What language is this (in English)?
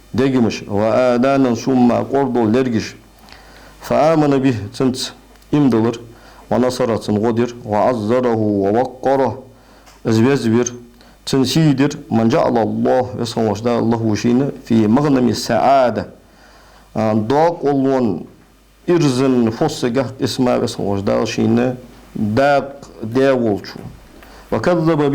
Ingush